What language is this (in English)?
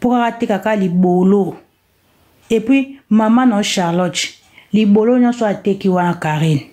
Lingala